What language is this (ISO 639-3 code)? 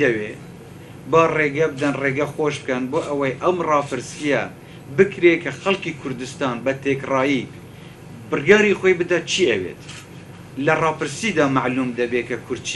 kur